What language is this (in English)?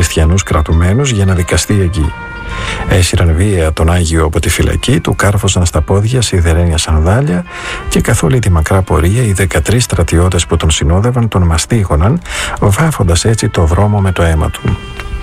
Greek